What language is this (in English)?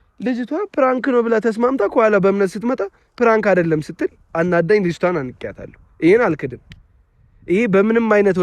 Amharic